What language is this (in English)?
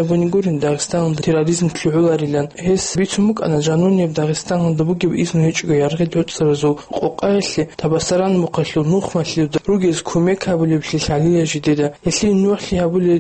Avaric